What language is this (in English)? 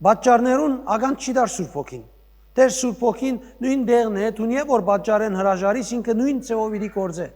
Western Armenian